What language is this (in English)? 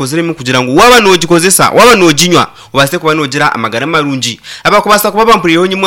Nyankole